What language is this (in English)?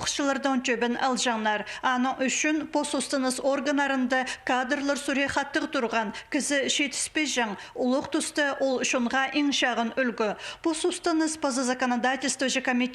Khakas